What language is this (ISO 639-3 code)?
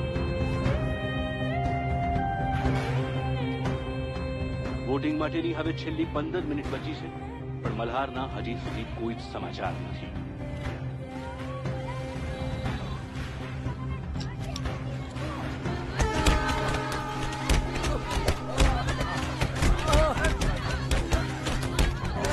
guj